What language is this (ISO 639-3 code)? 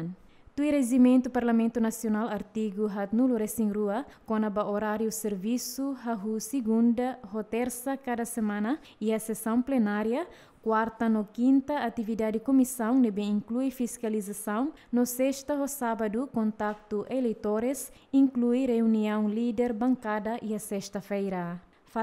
tet